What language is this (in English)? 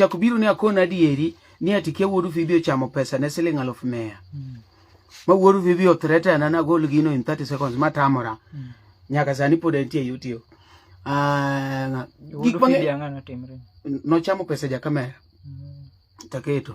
Luo (Kenya and Tanzania)